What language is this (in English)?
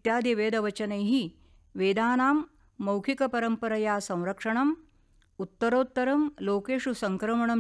Sanskrit